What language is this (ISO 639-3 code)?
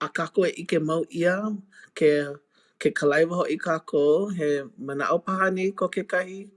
haw